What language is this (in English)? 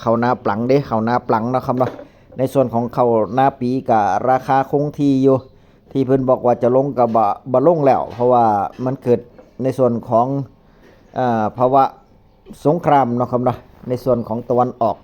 Northeastern Thai